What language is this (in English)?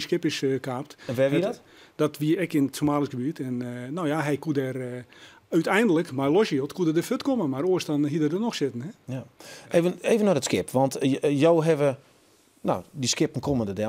Western Frisian